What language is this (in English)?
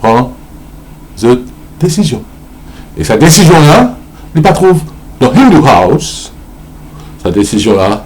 Morisyen